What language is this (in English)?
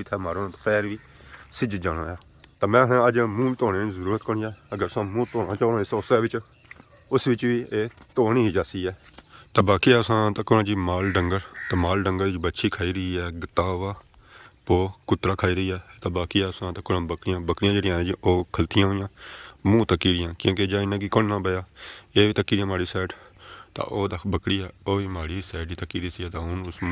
Pahari-Potwari